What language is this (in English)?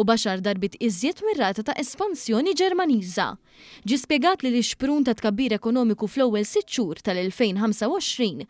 Maltese